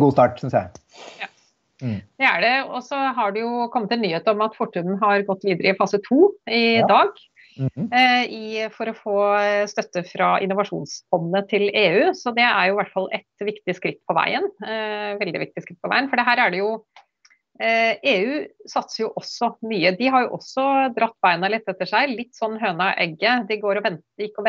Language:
Norwegian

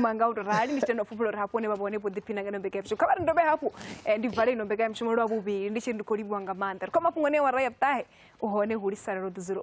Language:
Venda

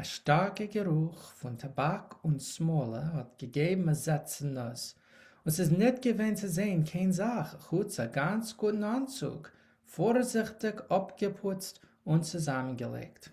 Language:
Yiddish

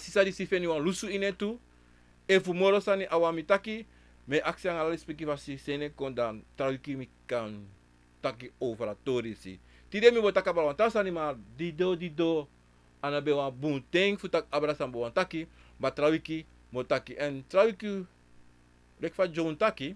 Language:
Sranan Tongo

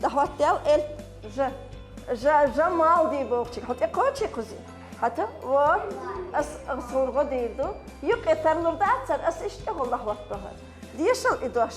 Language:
Chechen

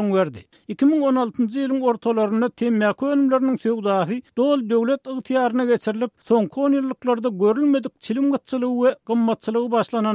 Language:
Turkmen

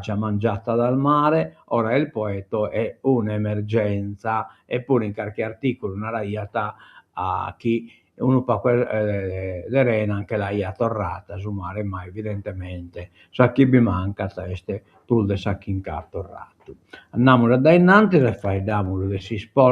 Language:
Sardinian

